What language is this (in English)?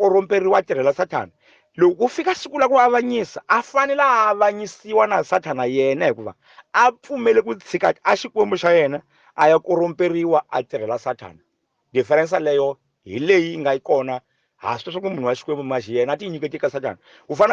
Tsonga